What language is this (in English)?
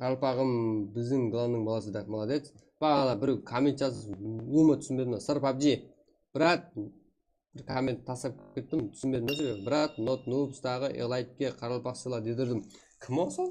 Kara-Kalpak